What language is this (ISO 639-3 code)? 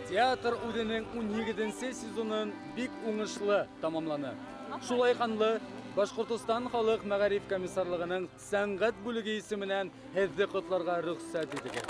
bak